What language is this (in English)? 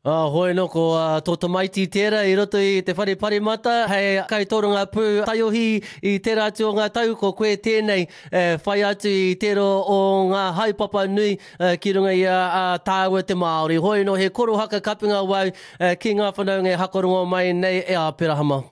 Māori